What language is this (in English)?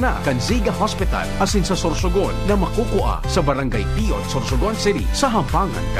Bikol